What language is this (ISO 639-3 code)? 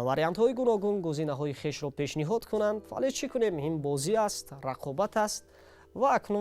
tgk